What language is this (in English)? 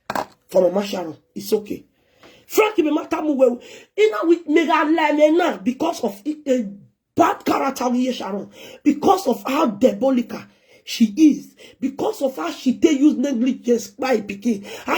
Nigerian Pidgin